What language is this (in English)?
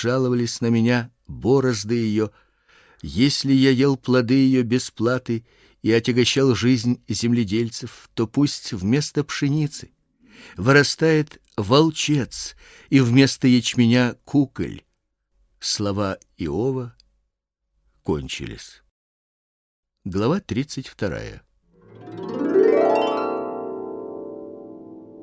Russian